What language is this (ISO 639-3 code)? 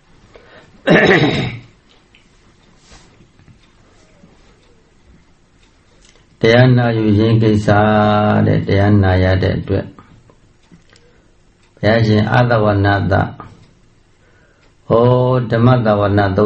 mya